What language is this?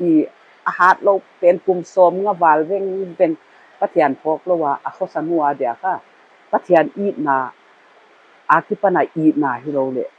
Paite Chin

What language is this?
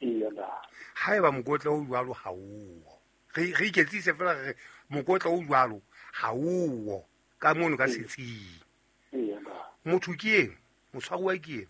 Southern Sotho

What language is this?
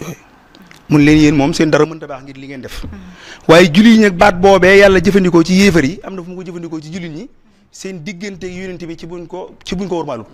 Wolof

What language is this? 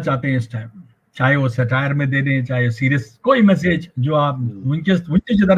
Kashmiri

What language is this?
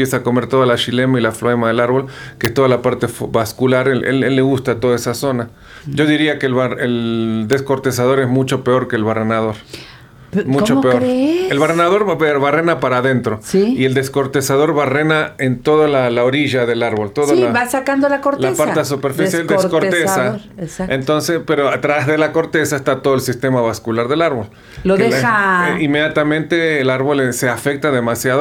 Spanish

